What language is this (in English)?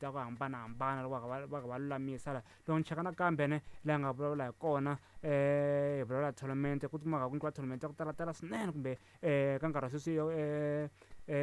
Tsonga